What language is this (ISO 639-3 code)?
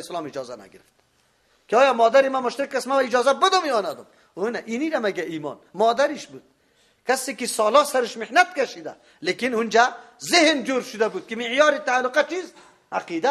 fas